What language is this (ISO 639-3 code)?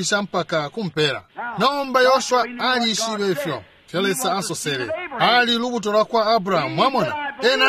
bem